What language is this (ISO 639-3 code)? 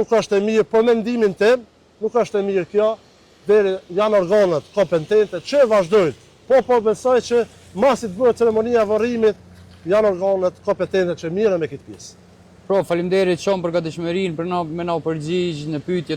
sqi